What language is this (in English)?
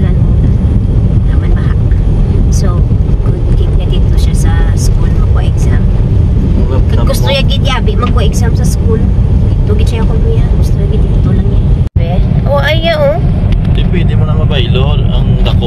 Hiligaynon